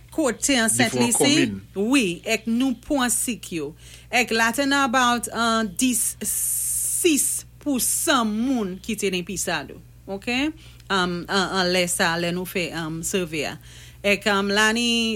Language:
Saint Lucian Creole French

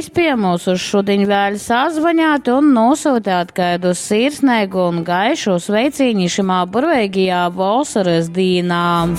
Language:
Latgalian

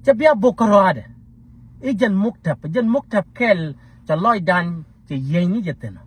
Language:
Nuer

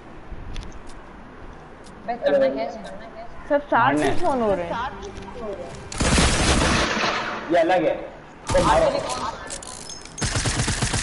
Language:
Hindi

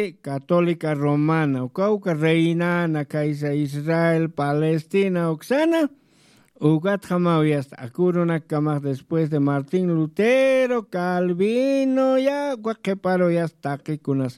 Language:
Aymara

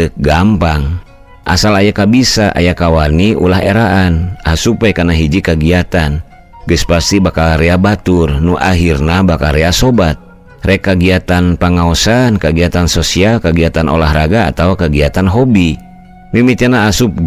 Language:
Sundanese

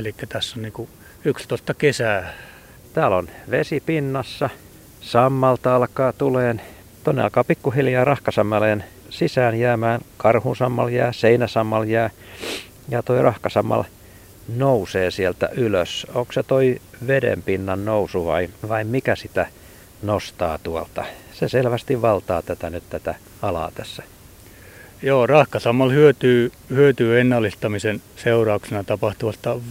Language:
Finnish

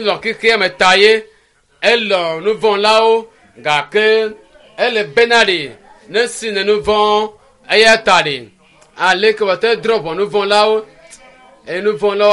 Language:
Ewe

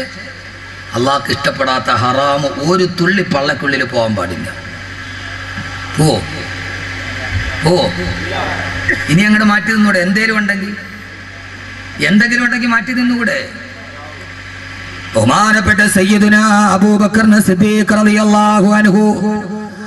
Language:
Malayalam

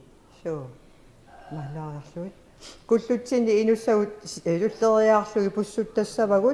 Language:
Kalaallisut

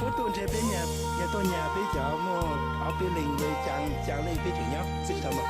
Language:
Hmong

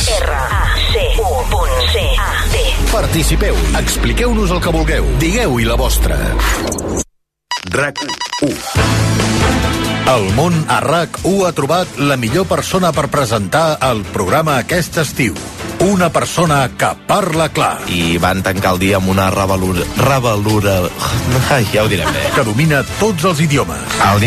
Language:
Catalan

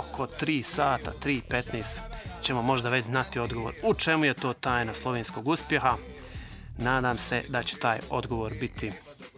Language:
Bosnian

